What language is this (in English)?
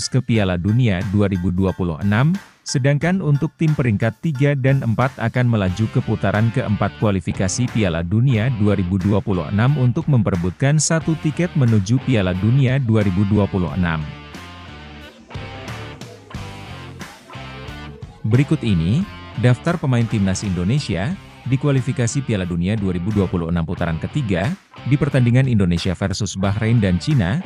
Indonesian